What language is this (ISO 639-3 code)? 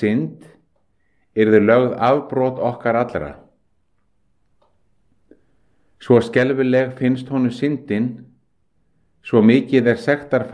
isl